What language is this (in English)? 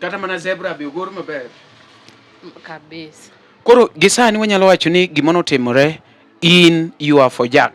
Luo (Kenya and Tanzania)